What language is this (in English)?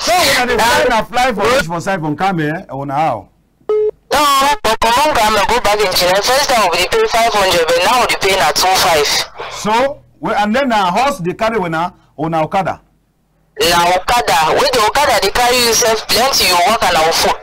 Cameroon Pidgin